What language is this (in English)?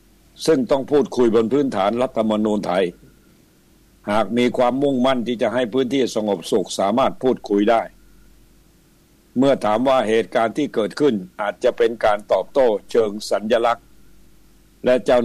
Thai